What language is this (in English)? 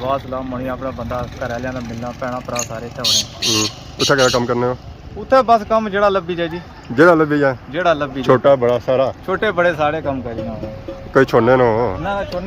Pahari-Potwari